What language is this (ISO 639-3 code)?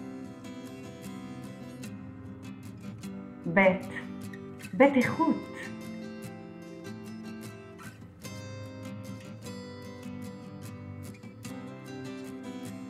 heb